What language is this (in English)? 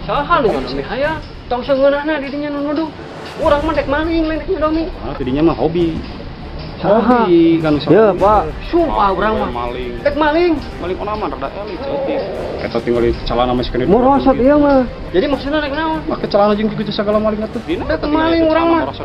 Sundanese